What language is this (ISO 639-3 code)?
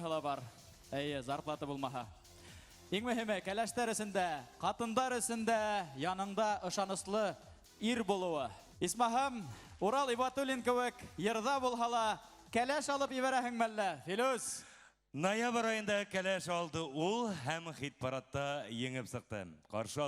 bak